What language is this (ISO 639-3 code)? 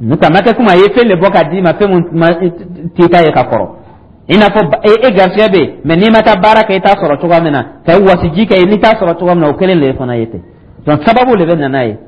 dyu